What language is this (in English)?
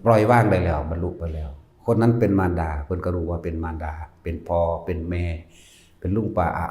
Northeastern Thai